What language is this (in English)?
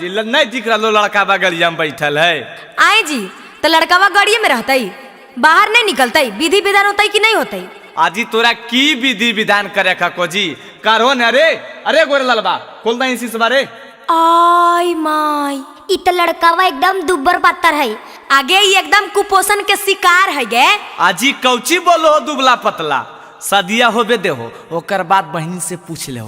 Magahi